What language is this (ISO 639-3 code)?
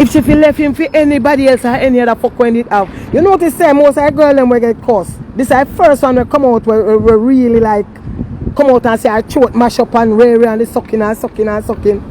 jam